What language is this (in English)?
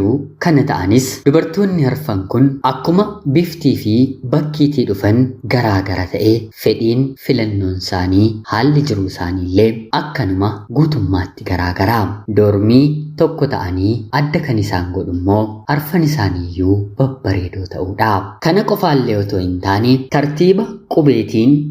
Oromo